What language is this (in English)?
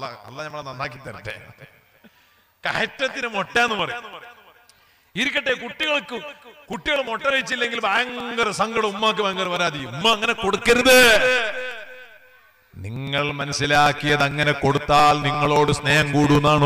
Malayalam